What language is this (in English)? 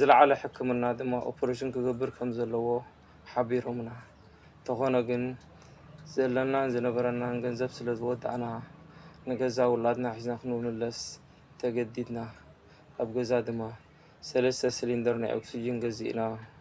Tigrinya